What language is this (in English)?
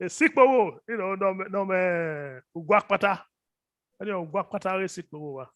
Bini